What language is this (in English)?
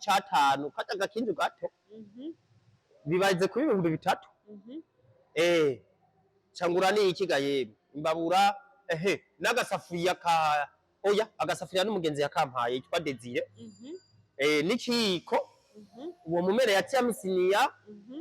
Rundi